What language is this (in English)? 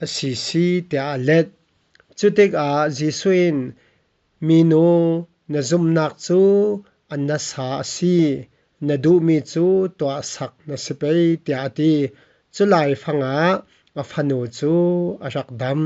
Falam Chin